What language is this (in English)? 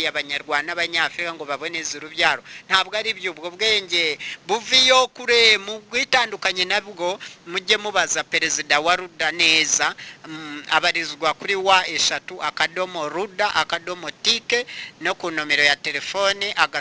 Kinyarwanda